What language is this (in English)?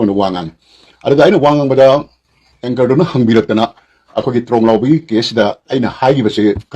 Manipuri